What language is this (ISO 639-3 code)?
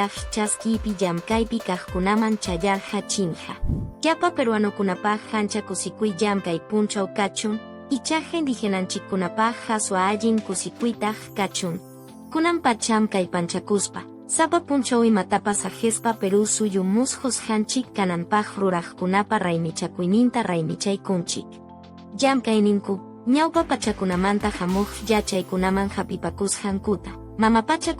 que